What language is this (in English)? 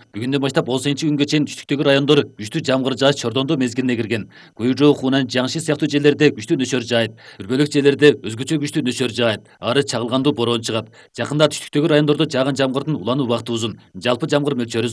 Kyrgyz